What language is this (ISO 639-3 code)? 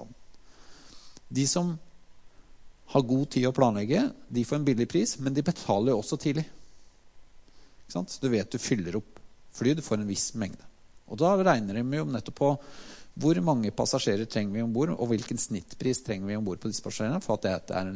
nor